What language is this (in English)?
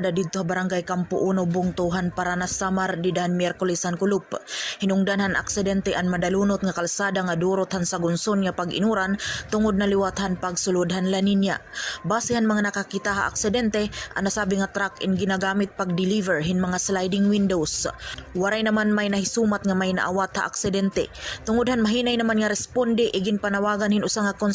Waray